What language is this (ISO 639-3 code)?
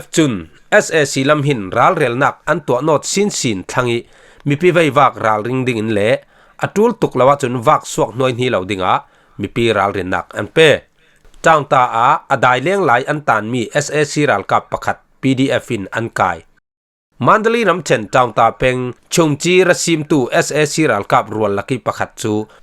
cfm